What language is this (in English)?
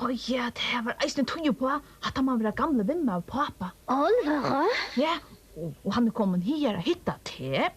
Faroese